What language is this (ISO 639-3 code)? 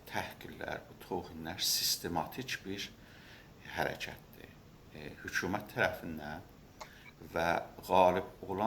azb